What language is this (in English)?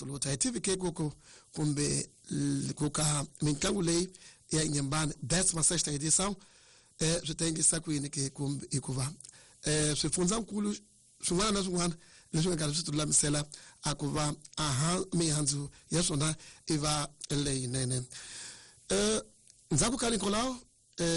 Tsonga